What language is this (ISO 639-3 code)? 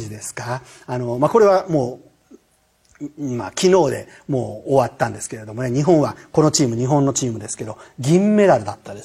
jpn